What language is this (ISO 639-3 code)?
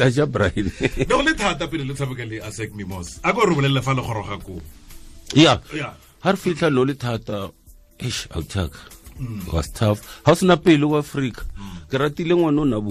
tsn